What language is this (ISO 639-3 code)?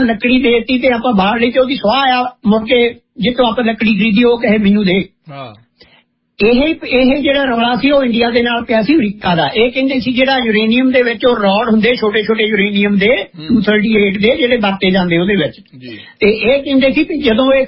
pan